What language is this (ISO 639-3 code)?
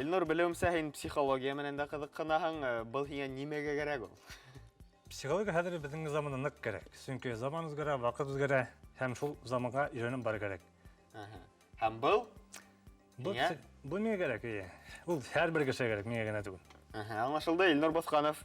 bak